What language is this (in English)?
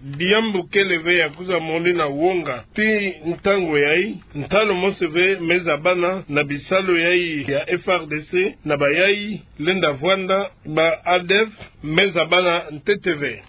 Kituba (Democratic Republic of Congo)